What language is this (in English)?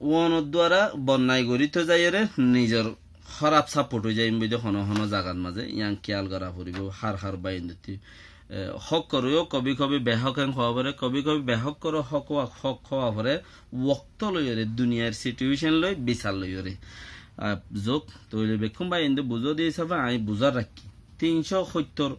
Rohingya